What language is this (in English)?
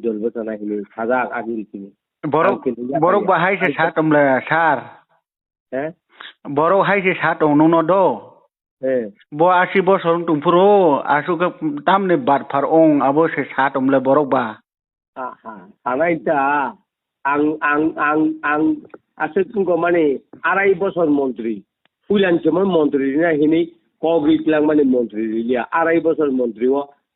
Kok Borok